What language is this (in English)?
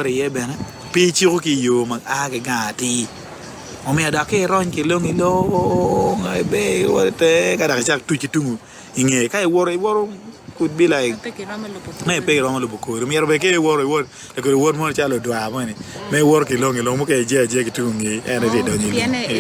Acoli